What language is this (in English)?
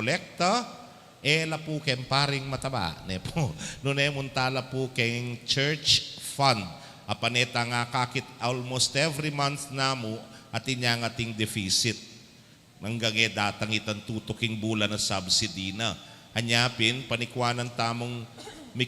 Pampanga